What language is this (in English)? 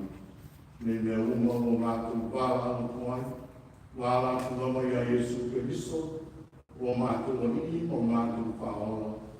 Samoan